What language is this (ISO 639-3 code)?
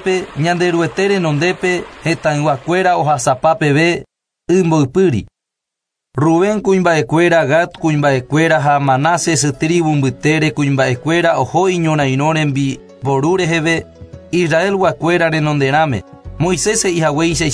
grn